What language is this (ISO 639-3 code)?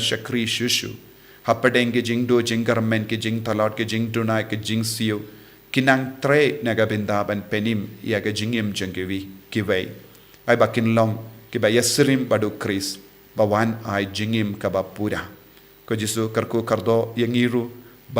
kha